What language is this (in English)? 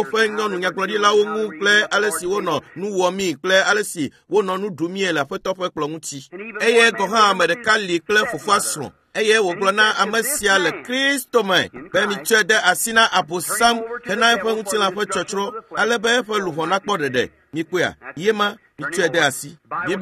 Ewe